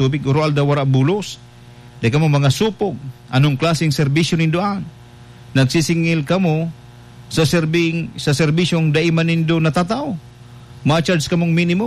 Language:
Bikol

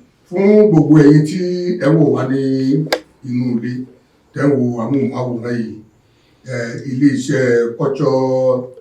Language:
Yoruba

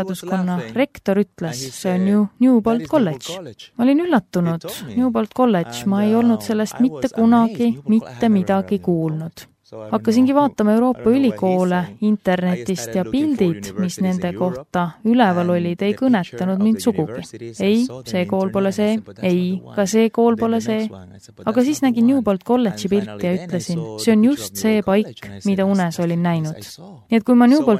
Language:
Estonian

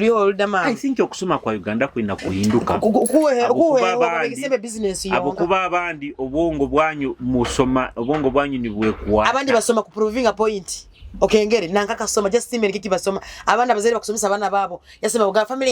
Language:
Nyoro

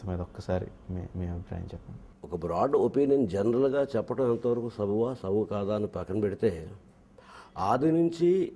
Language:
Telugu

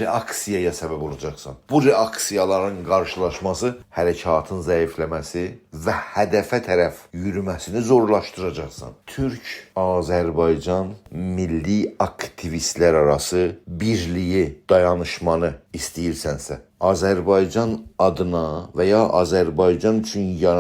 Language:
South Azerbaijani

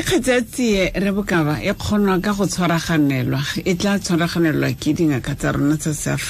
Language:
Tswana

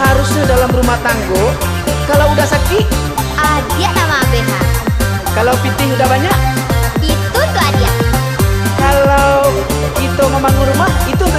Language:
Minangkabau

